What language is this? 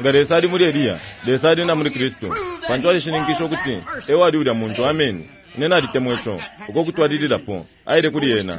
Bemba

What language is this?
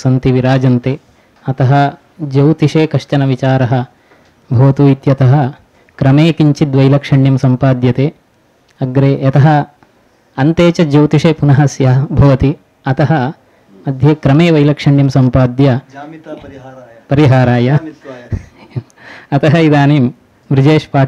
Sanskrit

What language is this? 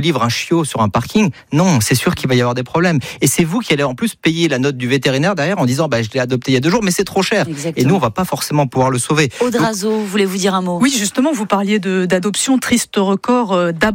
French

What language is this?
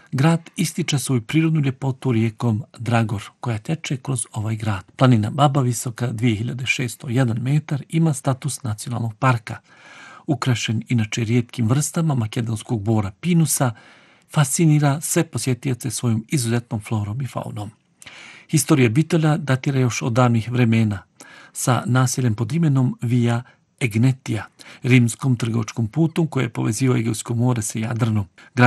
Bosnian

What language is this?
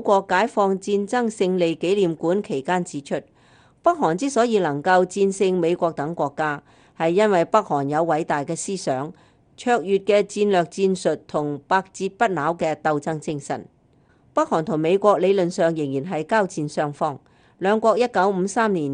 Cantonese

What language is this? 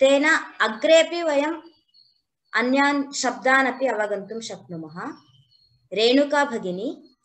Sanskrit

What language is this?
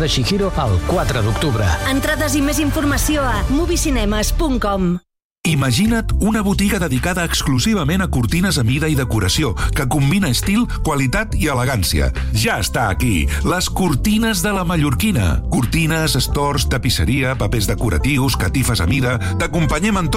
Catalan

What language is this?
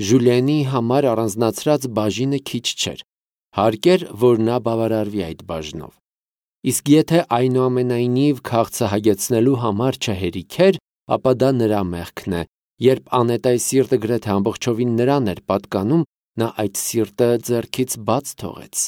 Armenian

